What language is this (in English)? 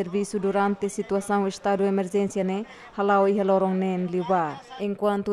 Tetum